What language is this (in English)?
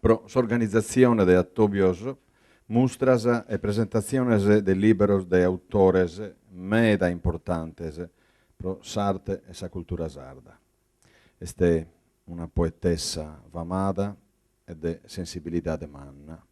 Sardinian